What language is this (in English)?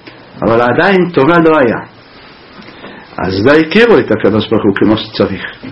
Hebrew